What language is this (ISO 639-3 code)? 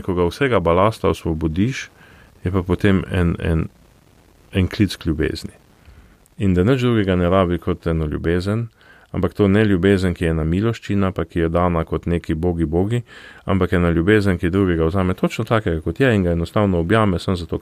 slv